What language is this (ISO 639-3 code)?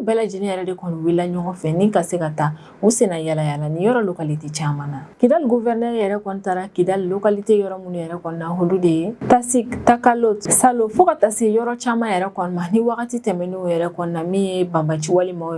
bam